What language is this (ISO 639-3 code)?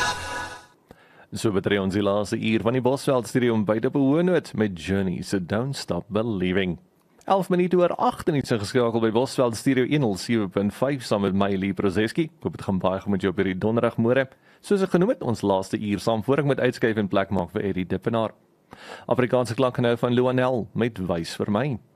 afr